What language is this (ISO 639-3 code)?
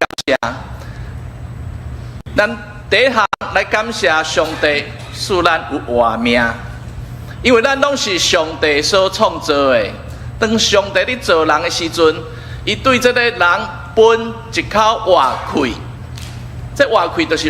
nan